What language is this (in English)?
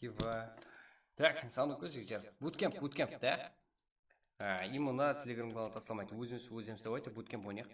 Kara-Kalpak